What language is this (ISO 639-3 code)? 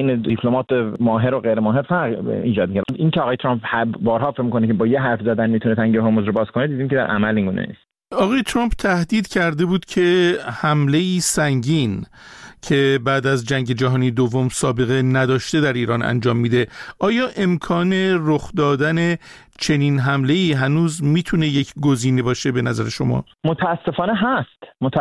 fas